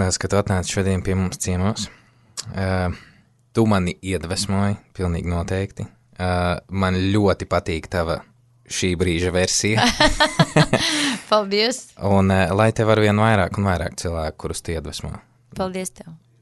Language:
Latvian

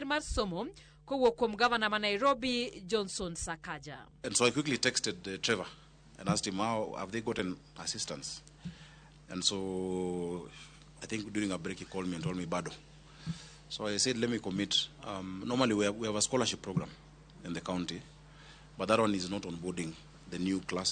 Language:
Luo (Kenya and Tanzania)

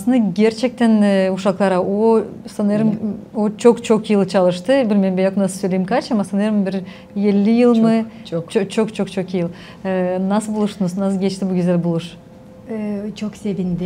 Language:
Gagauz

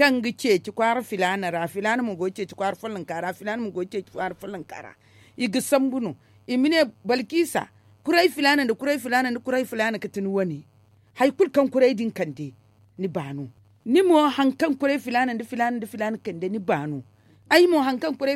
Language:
Zarma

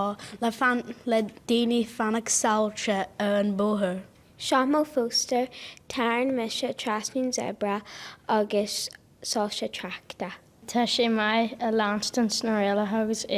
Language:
Irish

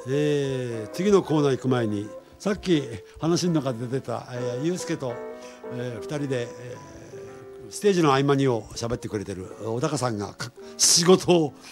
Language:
Japanese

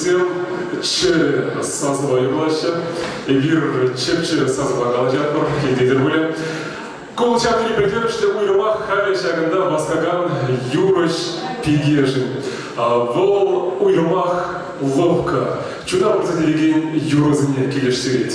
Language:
Chuvash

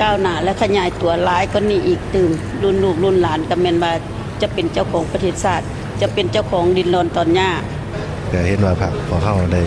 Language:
Lao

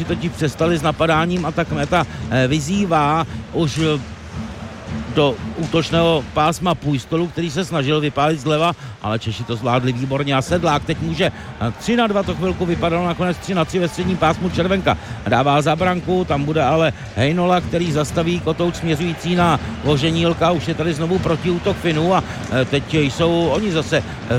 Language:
Czech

